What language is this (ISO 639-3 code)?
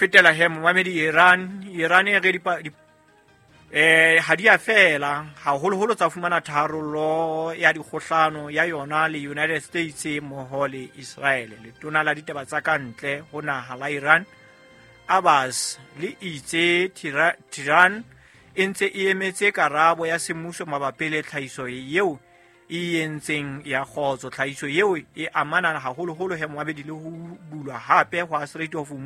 sot